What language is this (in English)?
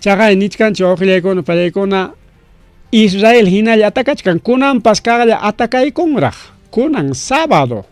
Ayacucho Quechua